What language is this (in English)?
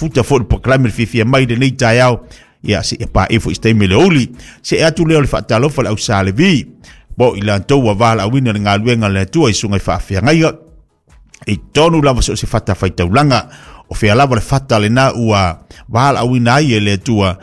Samoan